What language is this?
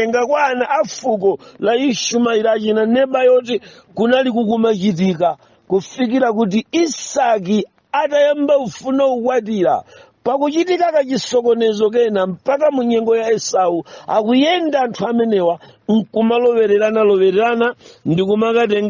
Nyanja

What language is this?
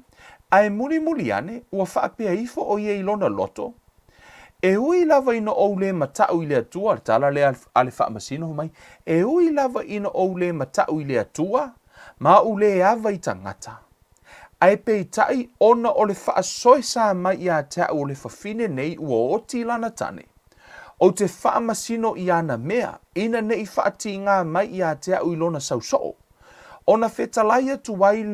Samoan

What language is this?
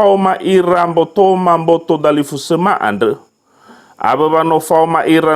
Nias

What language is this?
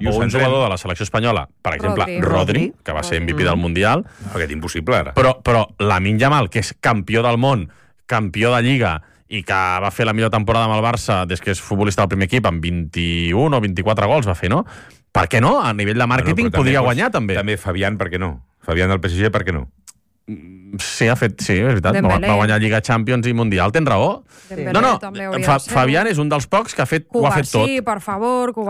Catalan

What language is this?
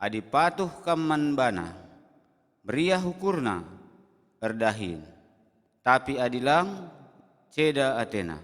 Batak Karo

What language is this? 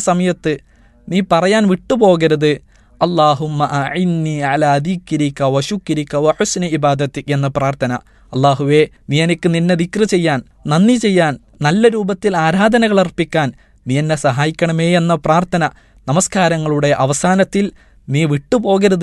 Malayalam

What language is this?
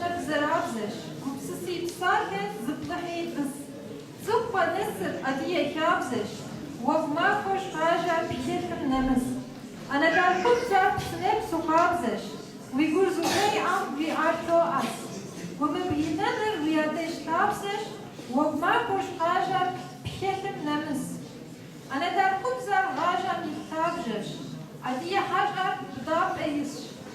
Kabardian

